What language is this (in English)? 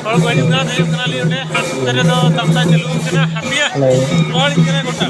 Santali